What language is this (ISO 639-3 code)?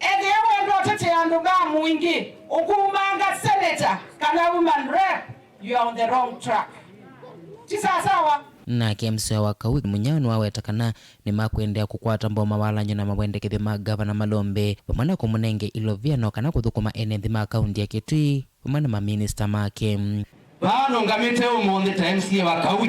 kam